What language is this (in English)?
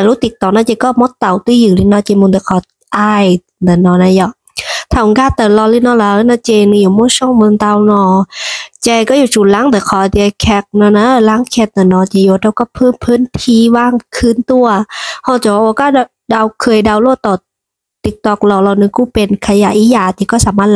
Hmong